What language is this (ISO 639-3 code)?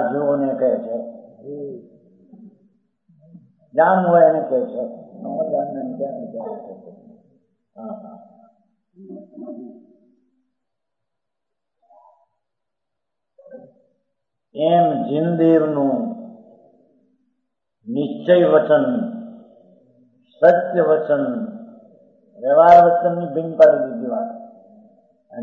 guj